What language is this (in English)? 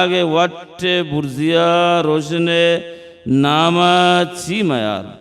Baluchi